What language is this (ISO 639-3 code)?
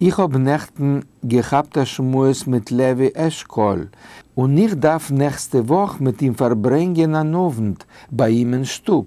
yid